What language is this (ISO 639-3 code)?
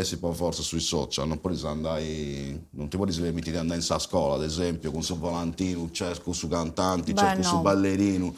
srd